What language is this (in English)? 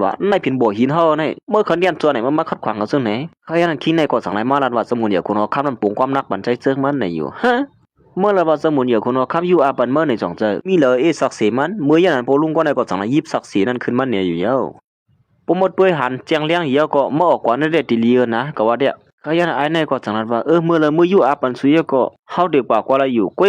Shan